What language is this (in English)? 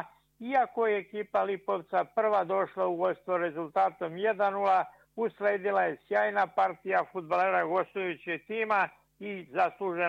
Serbian